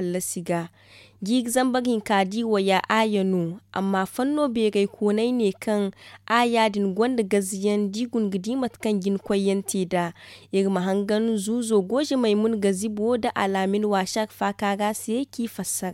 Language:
Zarma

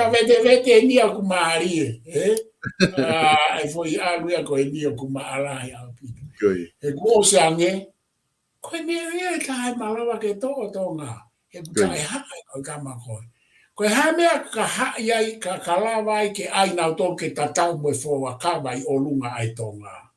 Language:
Tongan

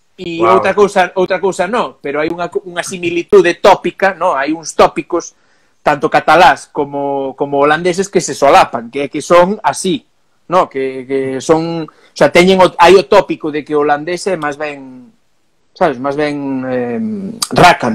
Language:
Galician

